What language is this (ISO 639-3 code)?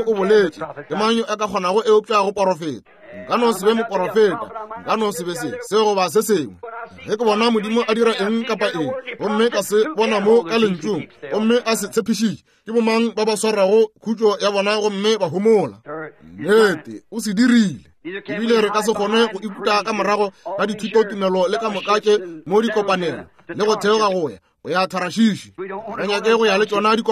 nso